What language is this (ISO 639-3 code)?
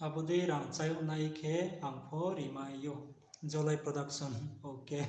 ria